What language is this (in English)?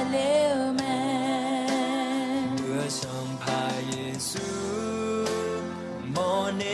Akha